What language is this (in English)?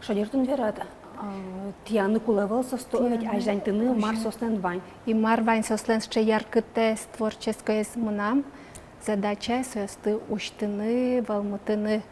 Udmurt